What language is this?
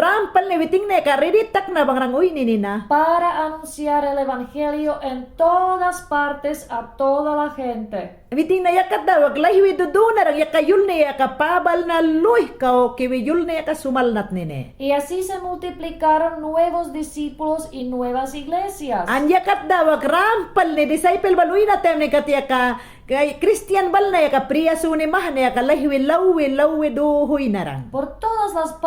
Mayangna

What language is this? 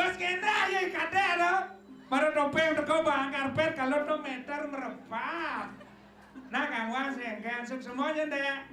Balinese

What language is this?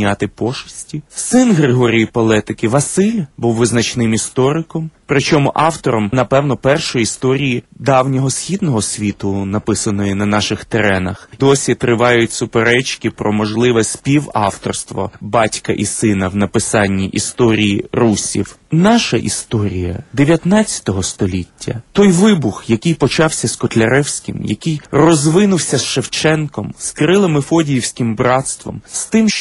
Ukrainian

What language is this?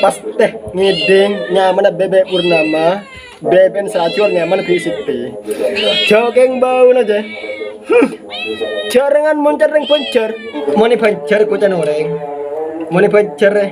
Madurese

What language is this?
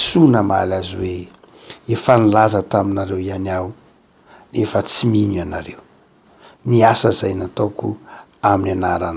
Malagasy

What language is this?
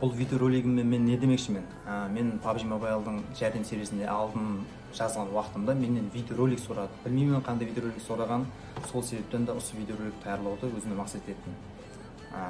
Kara-Kalpak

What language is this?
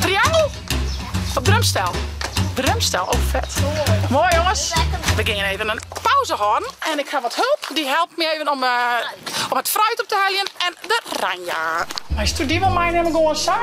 Western Frisian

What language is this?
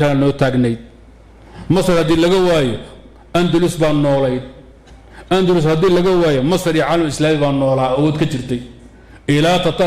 Somali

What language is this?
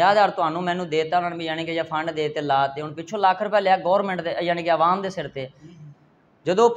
Punjabi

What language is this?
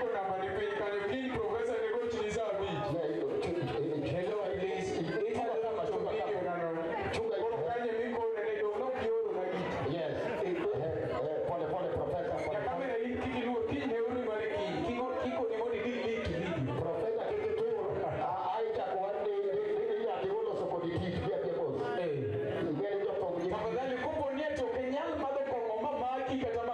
Luo (Kenya and Tanzania)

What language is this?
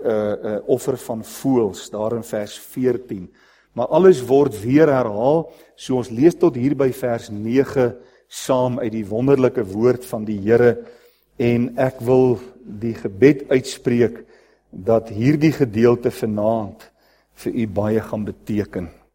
Afrikaans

